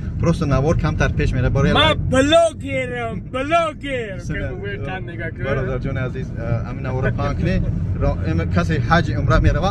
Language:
Tajik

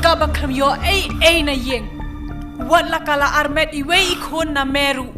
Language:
Khasi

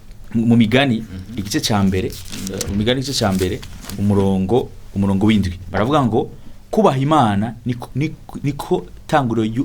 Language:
Rundi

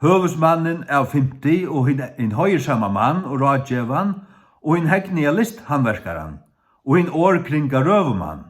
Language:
Faroese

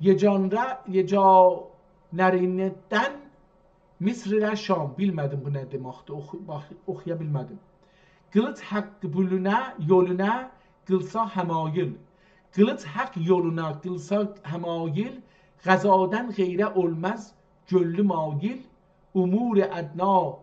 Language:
South Azerbaijani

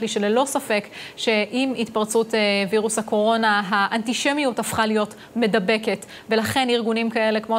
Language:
Hebrew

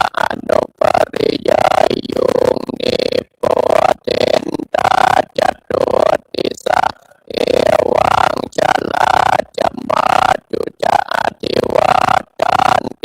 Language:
Pali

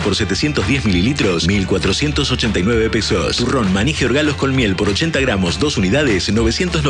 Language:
Spanish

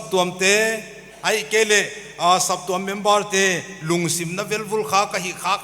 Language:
Paite Chin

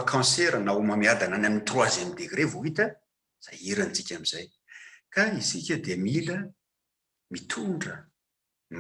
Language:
Malagasy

